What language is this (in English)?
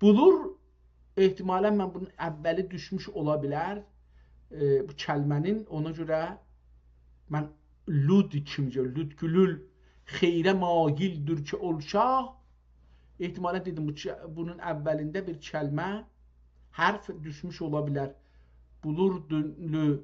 South Azerbaijani